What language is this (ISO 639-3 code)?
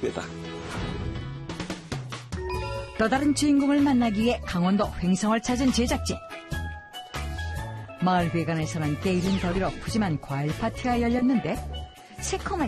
kor